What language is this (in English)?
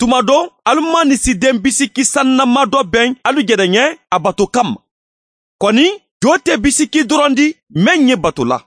Mandingo